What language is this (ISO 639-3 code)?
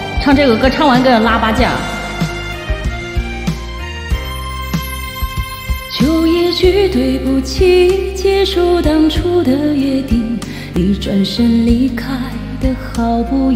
zho